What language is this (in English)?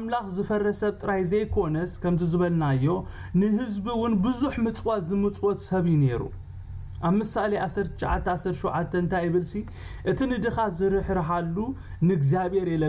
Tigrinya